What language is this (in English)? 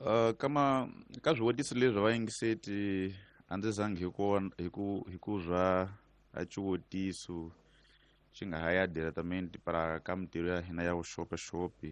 Tsonga